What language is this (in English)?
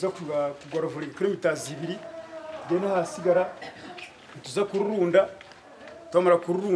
Nyankole